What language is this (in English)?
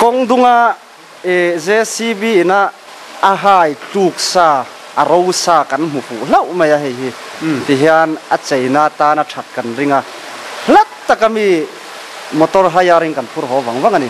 Mizo